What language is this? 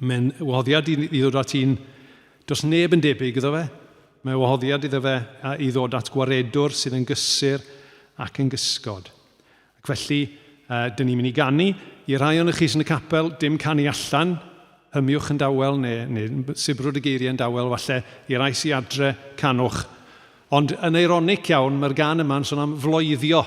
Welsh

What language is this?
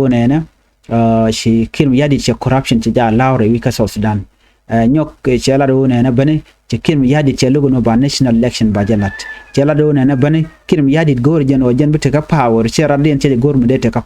Nuer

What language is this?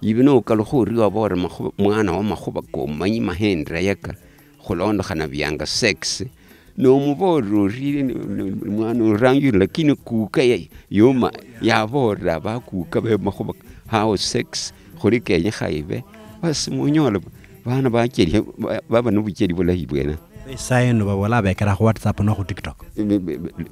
Luyia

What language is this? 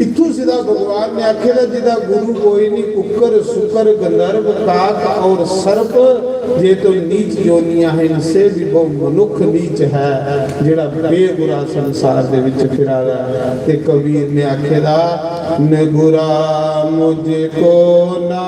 Dogri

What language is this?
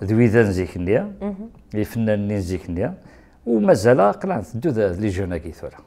Kabyle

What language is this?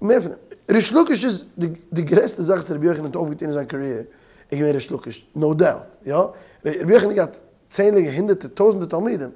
Yiddish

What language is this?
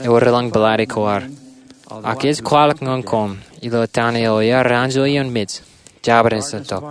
Marshallese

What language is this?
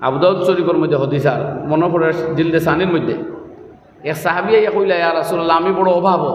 Sylheti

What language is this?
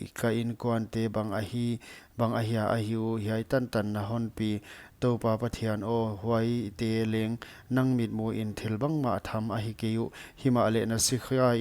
Paite Chin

